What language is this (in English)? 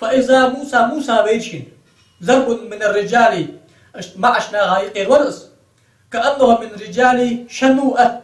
Ingush